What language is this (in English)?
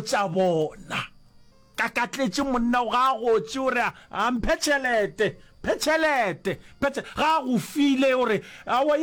Northern Sotho